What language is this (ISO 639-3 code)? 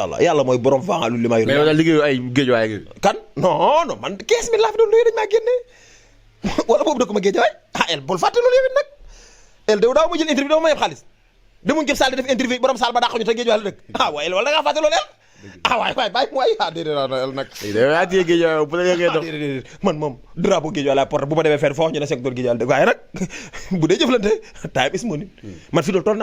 wol